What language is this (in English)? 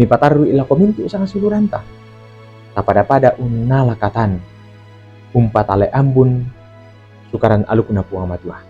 Toraja-Sa'dan